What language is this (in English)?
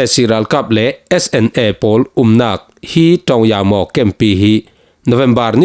Falam Chin